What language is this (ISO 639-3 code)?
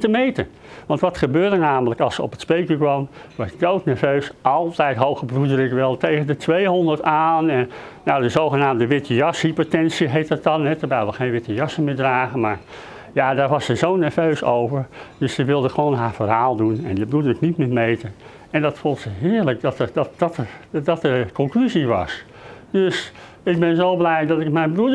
nld